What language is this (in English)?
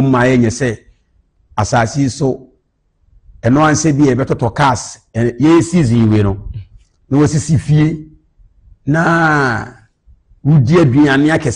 Akan